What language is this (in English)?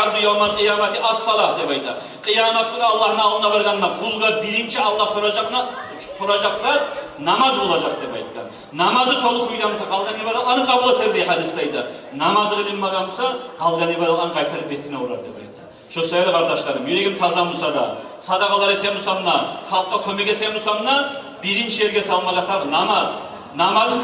Kumyk